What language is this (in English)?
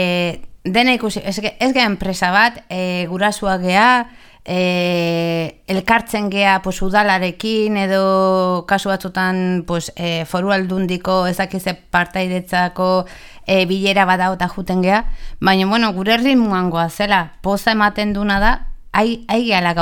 Basque